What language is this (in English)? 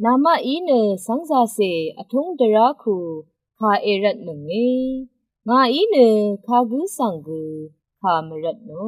Rawang